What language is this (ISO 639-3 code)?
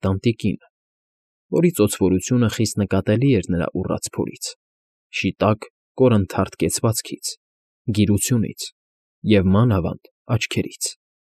hye